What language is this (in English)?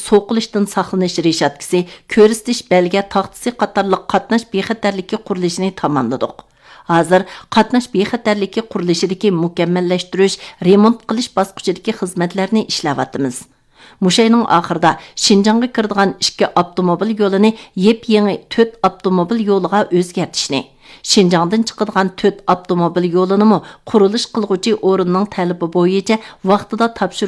Uyghur